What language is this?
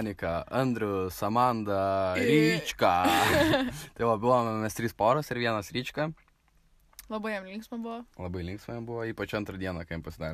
Lithuanian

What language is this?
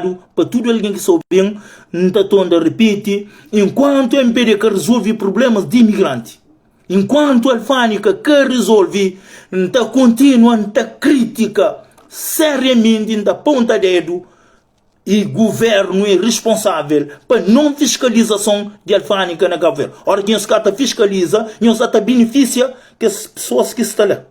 Kabuverdianu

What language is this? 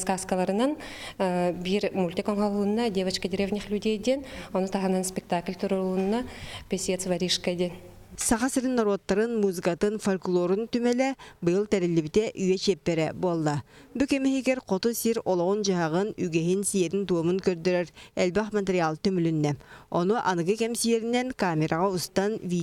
Yakut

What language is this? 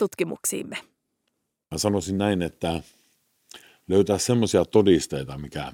Finnish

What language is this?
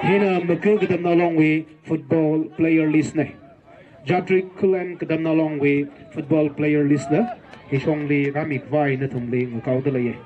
Tangkhul Naga (India)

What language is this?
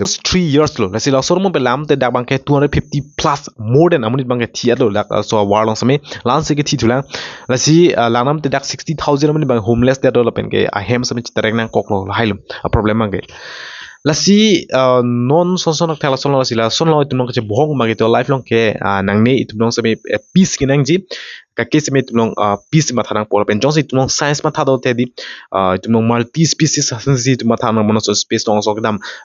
Karbi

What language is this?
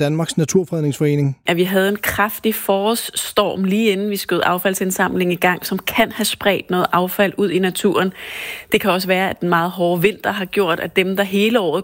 Danish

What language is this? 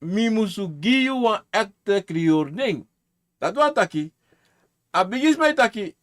Sranan Tongo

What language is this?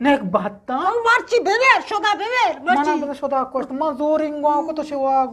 Eastern Balochi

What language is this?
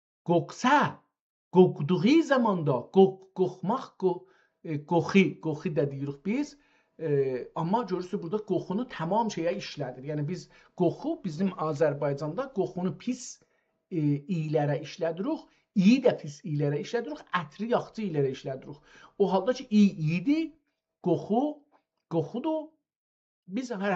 South Azerbaijani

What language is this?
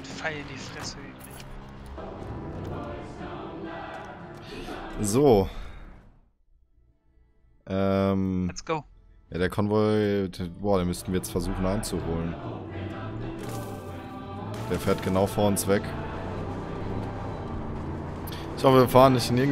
German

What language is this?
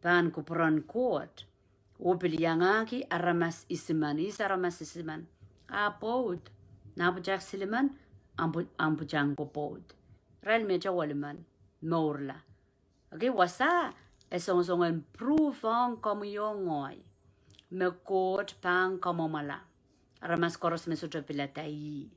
Pohnpeian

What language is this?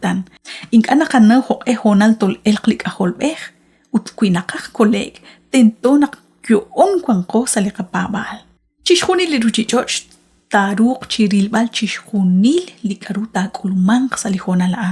Kekchí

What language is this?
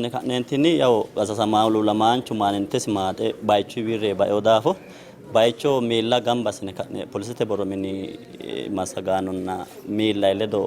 Sidamo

